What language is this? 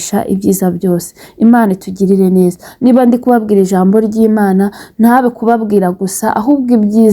Kinyarwanda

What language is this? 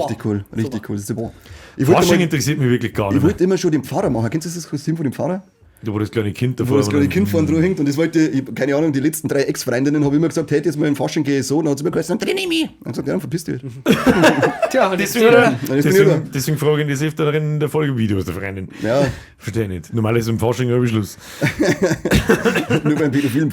Bavarian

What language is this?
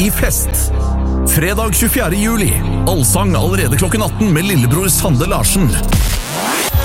Norwegian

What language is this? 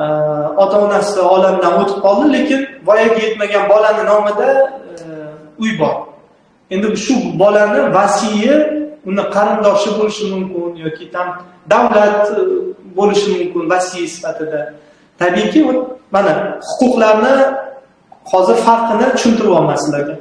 Uzbek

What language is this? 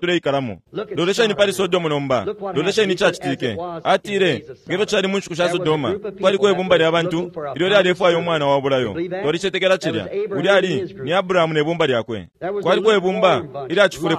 Bemba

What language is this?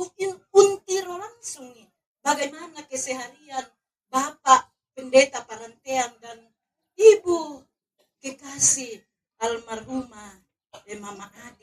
Toraja-Sa'dan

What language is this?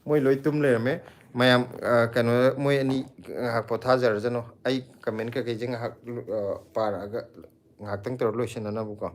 Manipuri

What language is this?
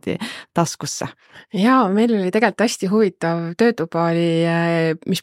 Estonian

